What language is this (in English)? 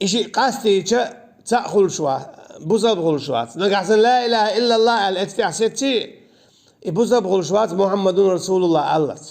Chechen